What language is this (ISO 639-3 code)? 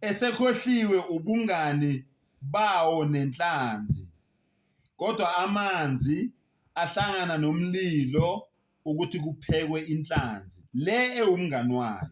zul